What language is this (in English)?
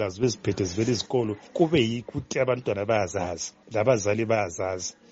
North Ndebele